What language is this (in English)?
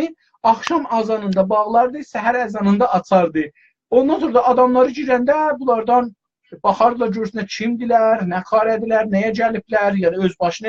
South Azerbaijani